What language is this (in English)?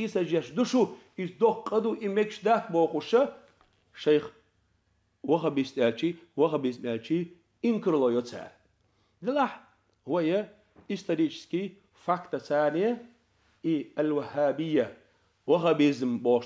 Chechen